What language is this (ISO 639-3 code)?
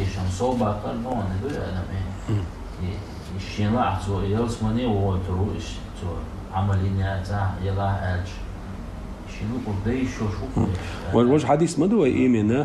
che